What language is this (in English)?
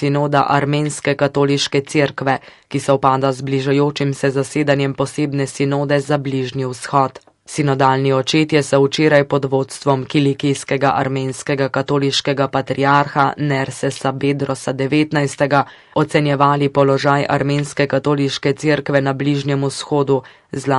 Slovenian